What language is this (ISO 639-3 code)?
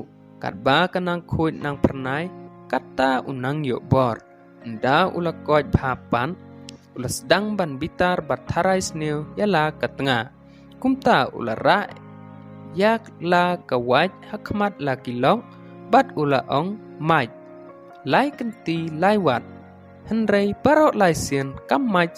kha